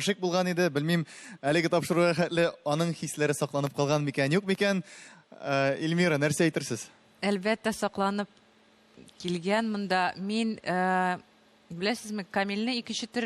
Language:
Tatar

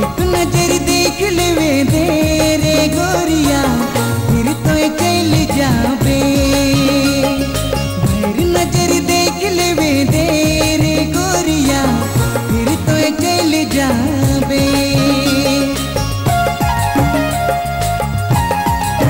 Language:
Sadri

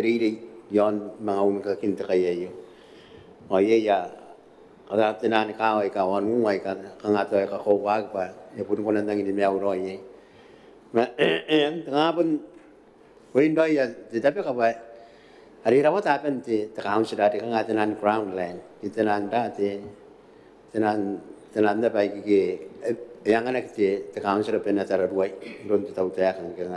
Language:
Gilbertese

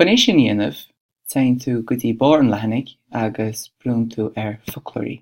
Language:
Irish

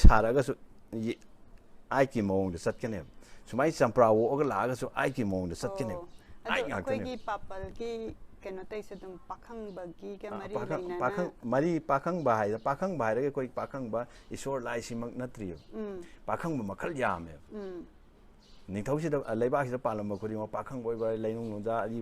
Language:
Manipuri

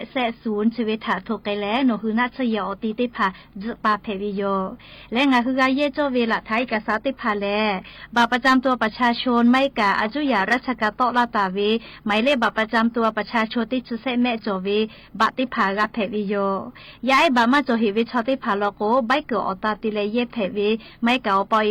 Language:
Lahu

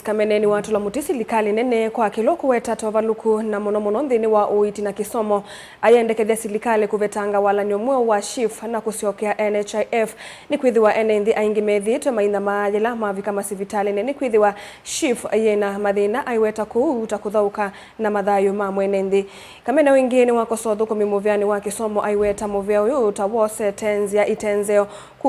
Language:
Kamba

